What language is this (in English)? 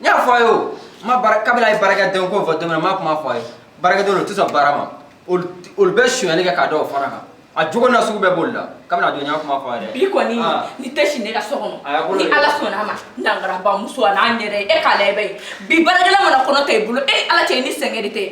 Bambara